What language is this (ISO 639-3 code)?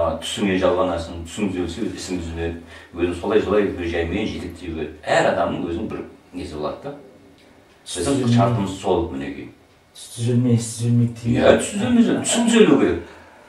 kaz